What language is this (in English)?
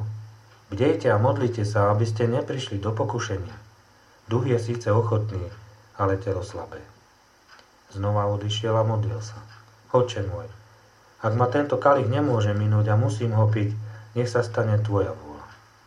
Slovak